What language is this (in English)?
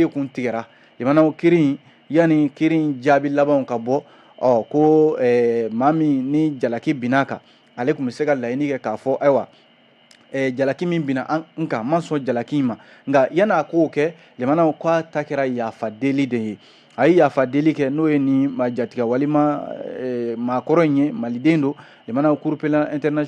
Bambara